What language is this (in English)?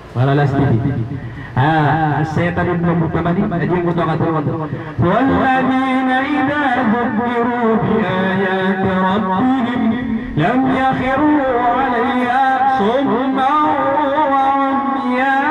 Maranao